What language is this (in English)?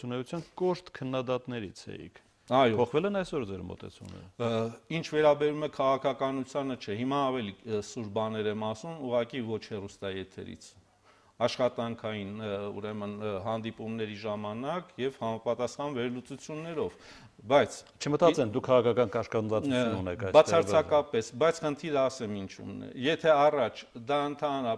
Armenian